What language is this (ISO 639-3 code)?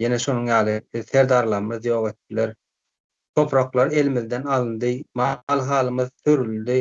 tuk